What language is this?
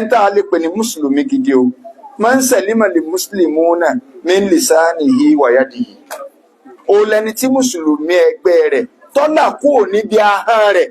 Yoruba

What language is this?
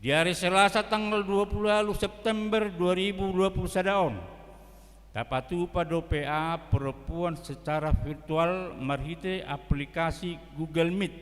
Batak Toba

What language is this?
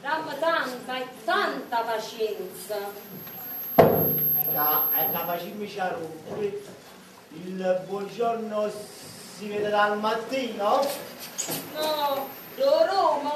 Neapolitan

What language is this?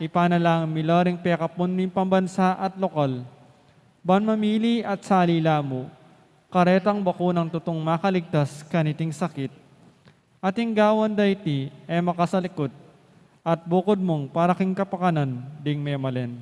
Pampanga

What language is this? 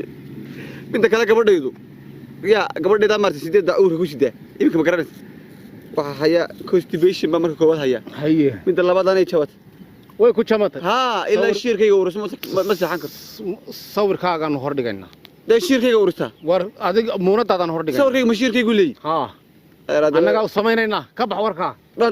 Somali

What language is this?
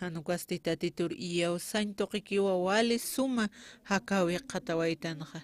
Aymara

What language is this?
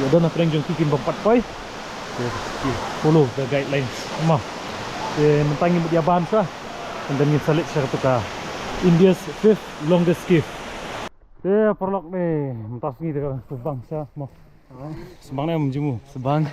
Khasi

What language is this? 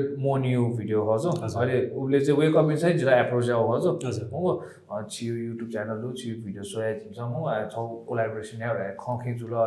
Newari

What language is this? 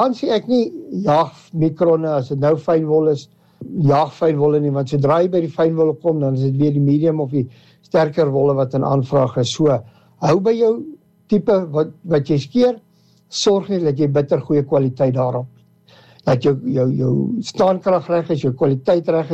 Afrikaans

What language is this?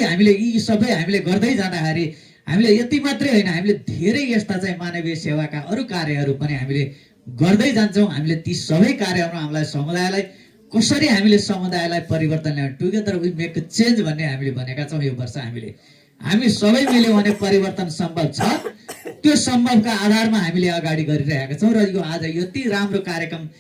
Nepali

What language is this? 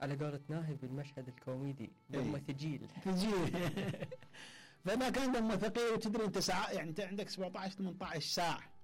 Mesopotamian Arabic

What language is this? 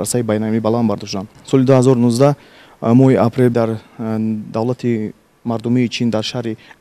Tajik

